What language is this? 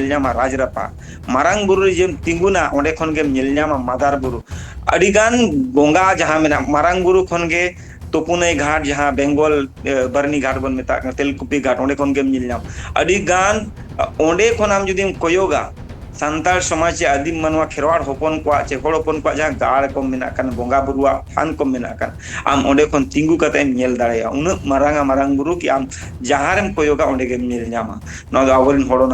Santali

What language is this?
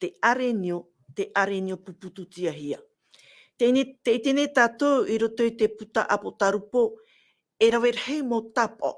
Tahitian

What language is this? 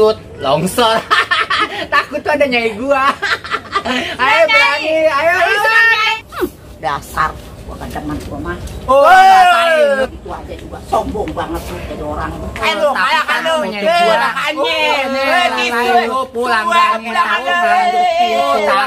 Betawi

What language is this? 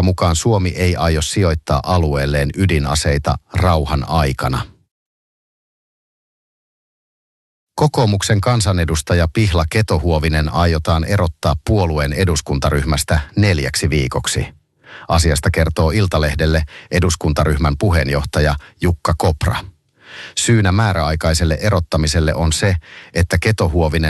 Finnish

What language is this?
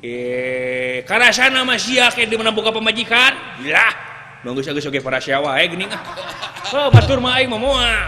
Sundanese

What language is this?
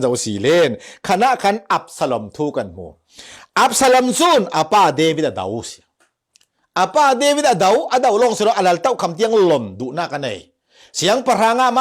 Falam Chin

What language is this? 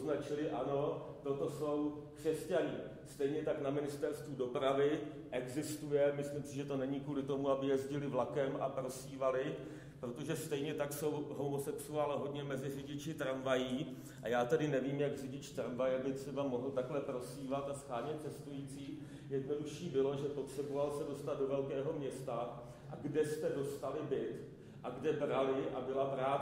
Czech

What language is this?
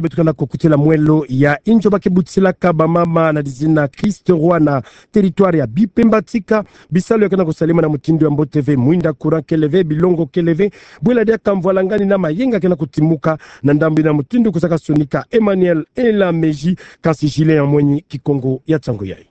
Kituba (Democratic Republic of Congo)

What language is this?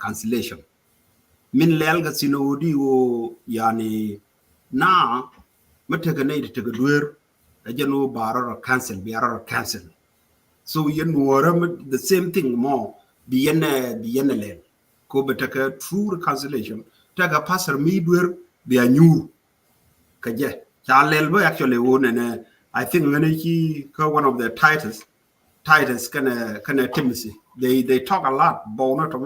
Nuer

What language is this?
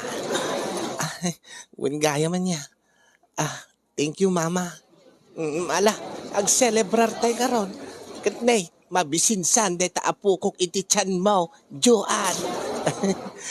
Iloko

